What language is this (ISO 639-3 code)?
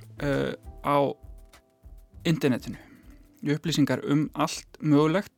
isl